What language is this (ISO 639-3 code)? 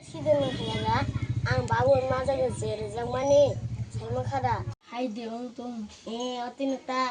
trp